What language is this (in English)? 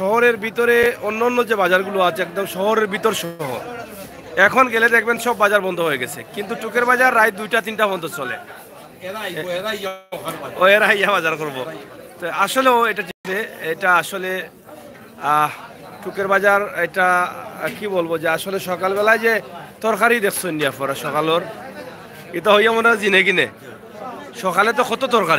Sylheti